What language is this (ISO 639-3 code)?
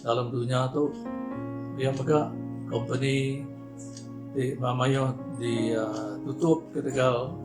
iba